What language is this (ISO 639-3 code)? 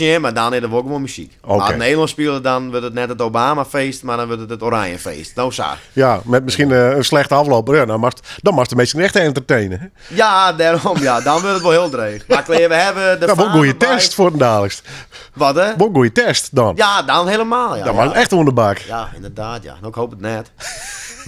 fry